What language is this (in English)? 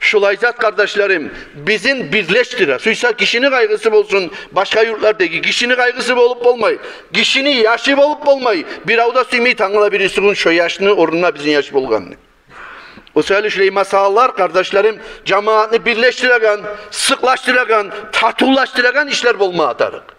Kumyk